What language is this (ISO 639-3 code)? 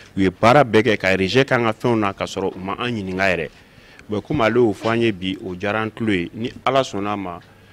bam